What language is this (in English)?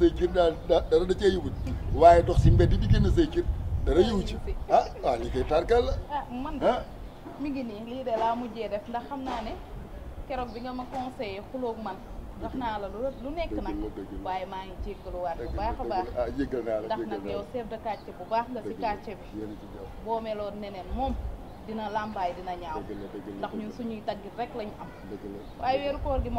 Wolof